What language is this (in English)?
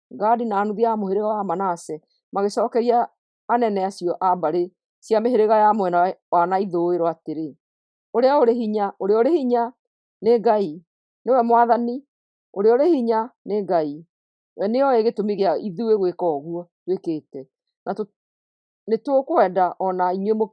Kikuyu